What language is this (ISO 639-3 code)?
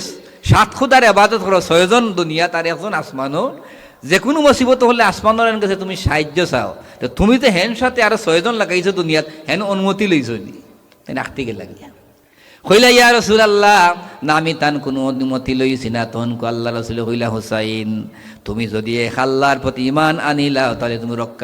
syl